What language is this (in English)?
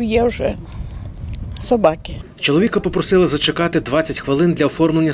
Ukrainian